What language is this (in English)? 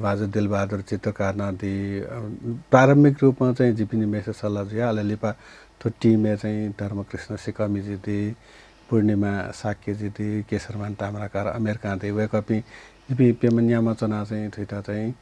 Newari